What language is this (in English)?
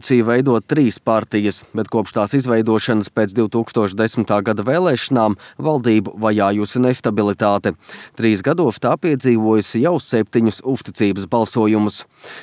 Latvian